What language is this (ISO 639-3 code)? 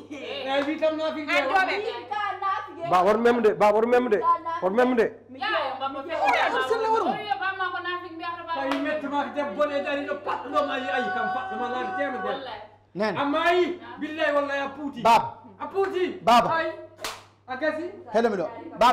ful